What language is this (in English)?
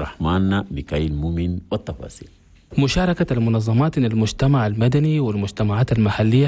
Arabic